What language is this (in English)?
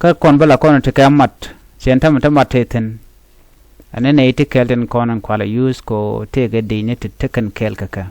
Nuer